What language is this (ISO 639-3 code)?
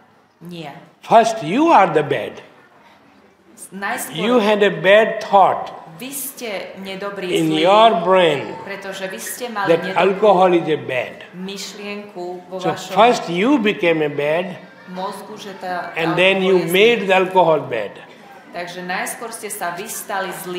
slk